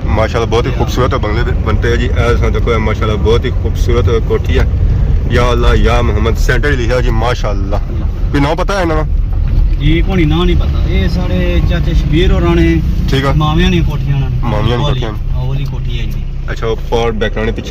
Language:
Pahari-Potwari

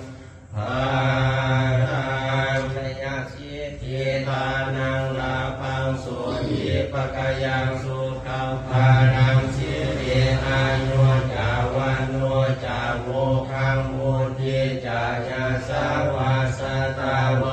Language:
Pali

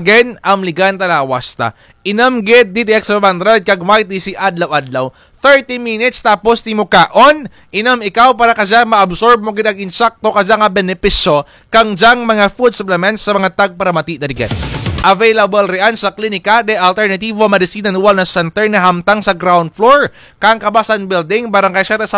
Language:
Kinaray-a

